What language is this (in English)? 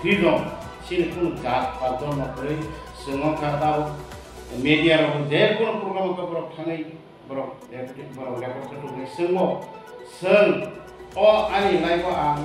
Riang (India)